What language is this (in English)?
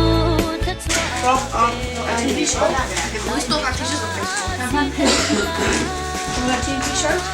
Hakha Chin